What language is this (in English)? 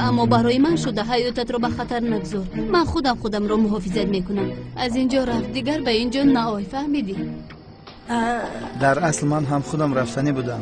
Tajik